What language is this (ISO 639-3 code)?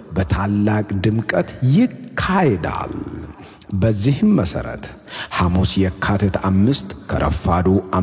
amh